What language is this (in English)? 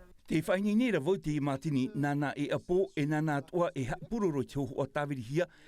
Tahitian